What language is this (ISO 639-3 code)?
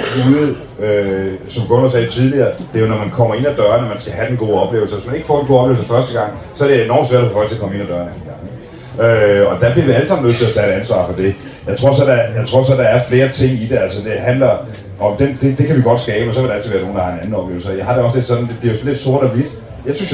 dan